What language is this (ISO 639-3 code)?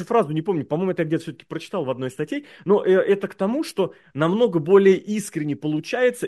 rus